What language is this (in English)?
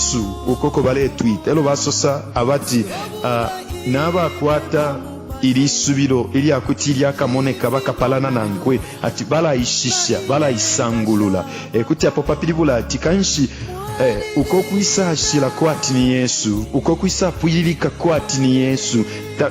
Bemba